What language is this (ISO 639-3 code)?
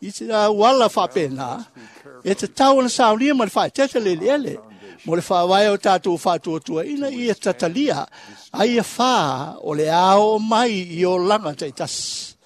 smo